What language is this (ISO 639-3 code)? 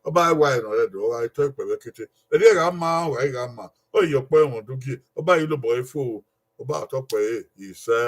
bin